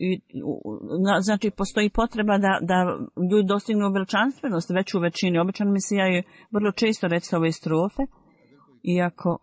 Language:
Bosnian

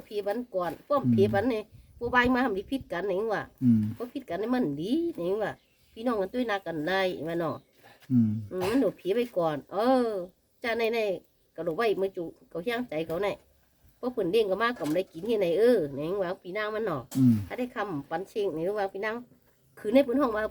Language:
Shan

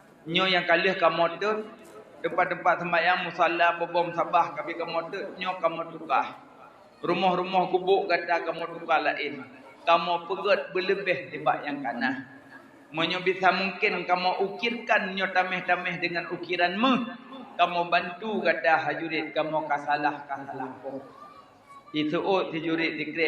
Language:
Achinese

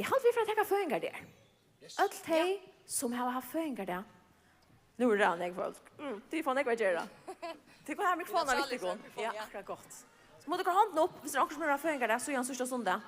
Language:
Faroese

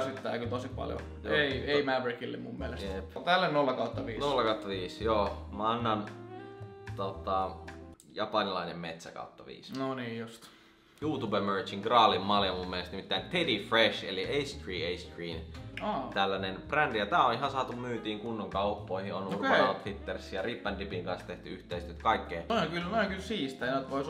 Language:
Finnish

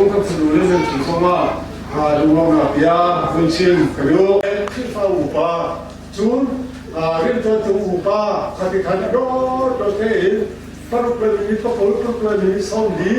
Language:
Hakha Chin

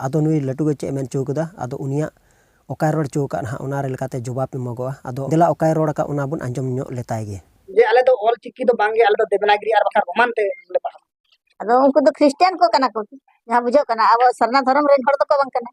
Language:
Santali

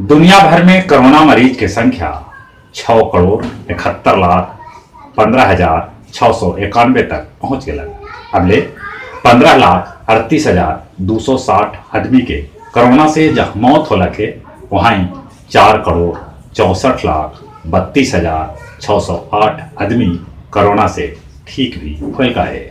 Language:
Magahi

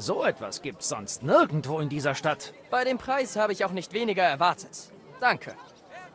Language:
Bavarian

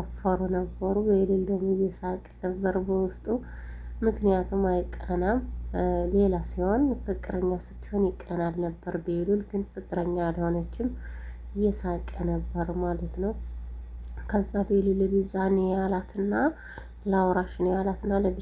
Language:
Amharic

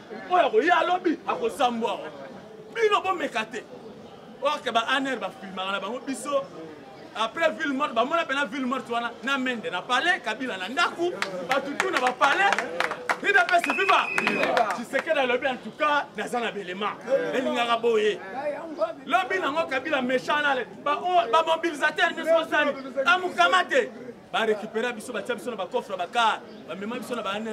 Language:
Lingala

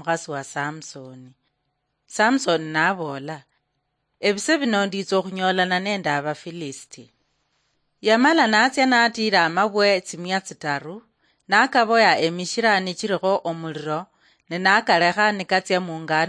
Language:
Luyia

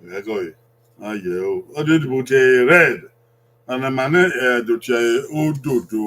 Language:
Bini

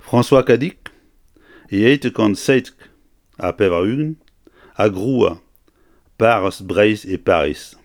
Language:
Breton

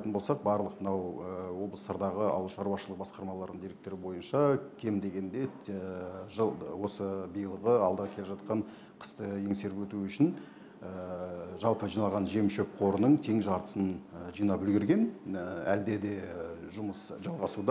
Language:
Kazakh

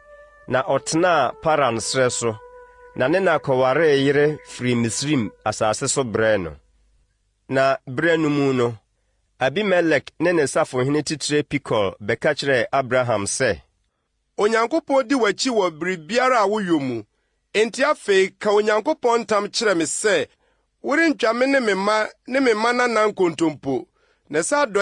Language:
Akan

